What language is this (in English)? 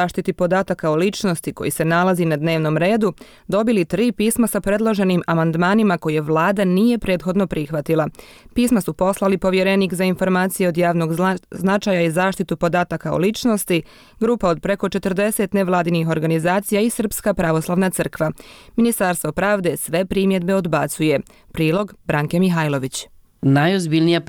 Croatian